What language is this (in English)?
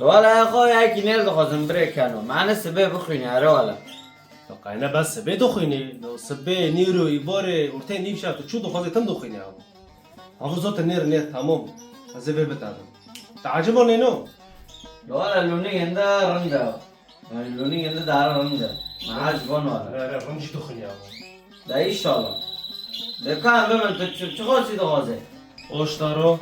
Kurdish